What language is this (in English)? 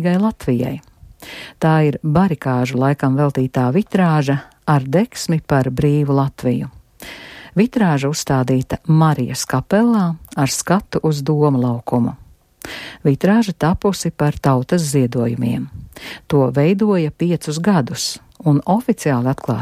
Latvian